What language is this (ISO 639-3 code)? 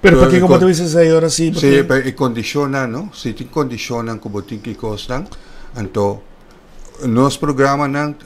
pap